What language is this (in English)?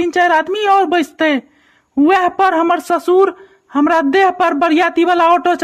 Maithili